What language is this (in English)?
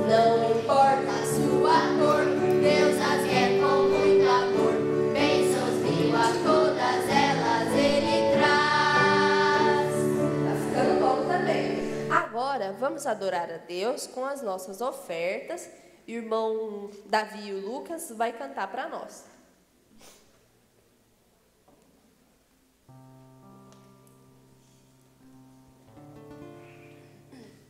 Portuguese